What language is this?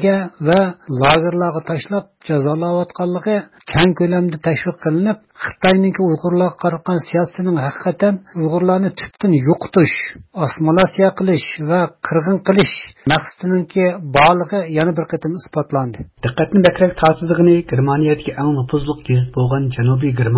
Uyghur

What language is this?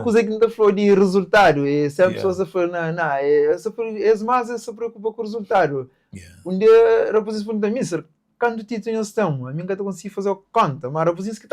Kabuverdianu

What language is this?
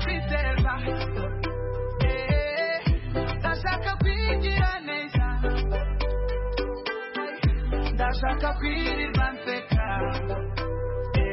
Kinyarwanda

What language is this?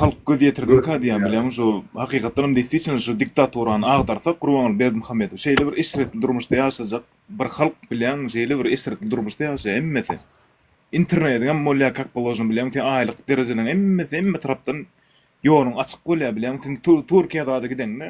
Turkmen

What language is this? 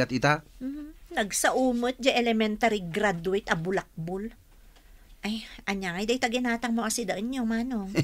Iloko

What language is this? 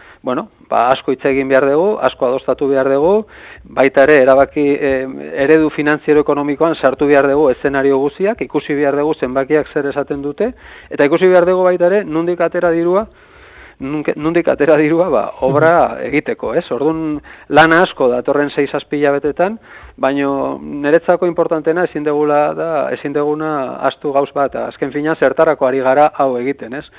Basque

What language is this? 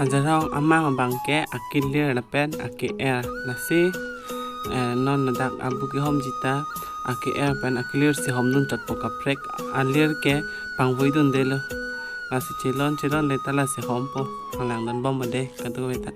Karbi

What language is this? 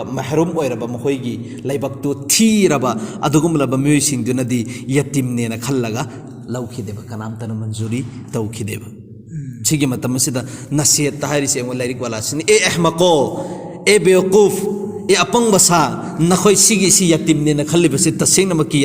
Manipuri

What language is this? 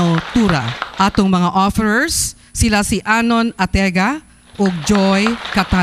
Cebuano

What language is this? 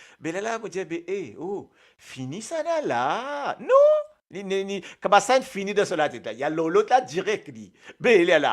Morisyen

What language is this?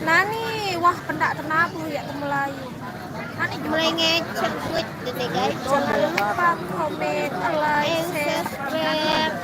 Sasak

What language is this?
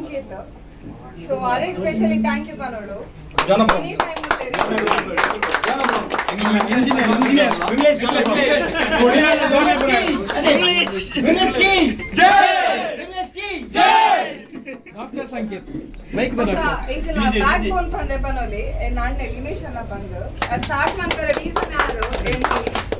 Tulu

